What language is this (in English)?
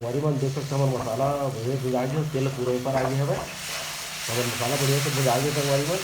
Chhattisgarhi